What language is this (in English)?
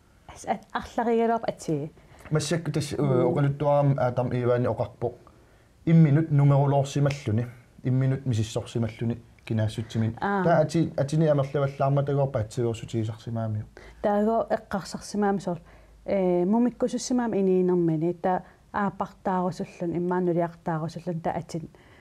Kalaallisut